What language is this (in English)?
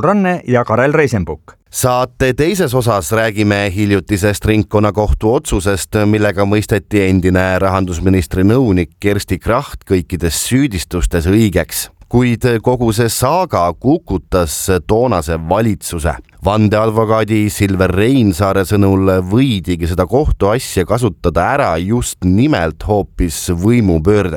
Estonian